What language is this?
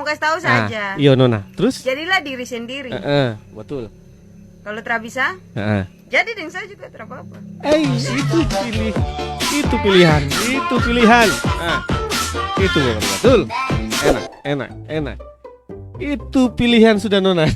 Ambonese Malay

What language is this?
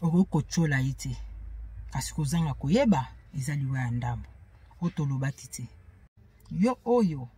Lingala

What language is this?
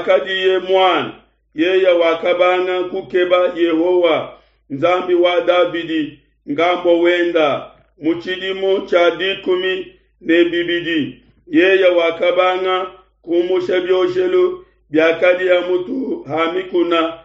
Luba-Lulua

